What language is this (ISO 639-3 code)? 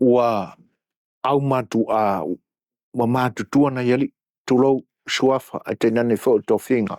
smo